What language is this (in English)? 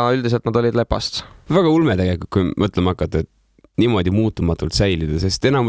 Estonian